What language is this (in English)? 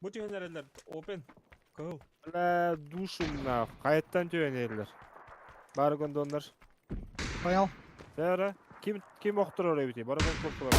Yakut